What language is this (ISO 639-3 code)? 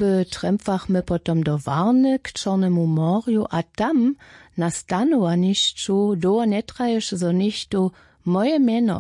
hsb